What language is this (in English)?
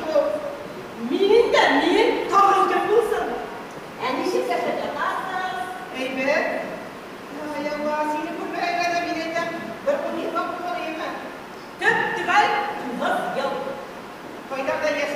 Tatar